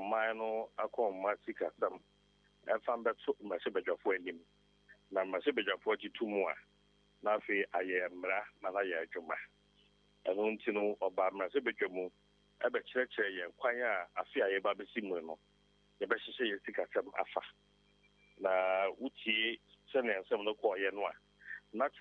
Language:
Akan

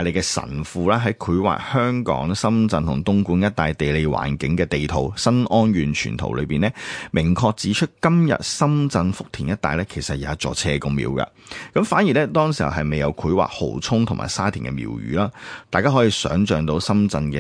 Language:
Cantonese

